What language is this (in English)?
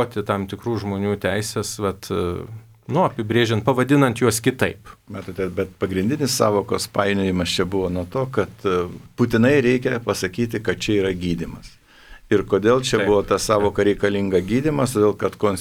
Lithuanian